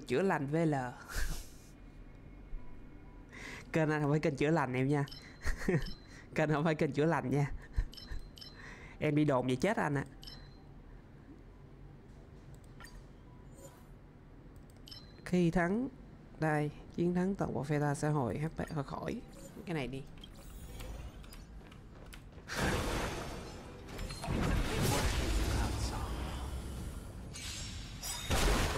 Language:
Vietnamese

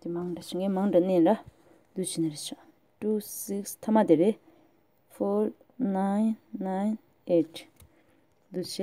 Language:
Tibetan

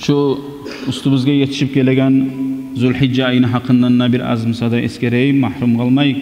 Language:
Kumyk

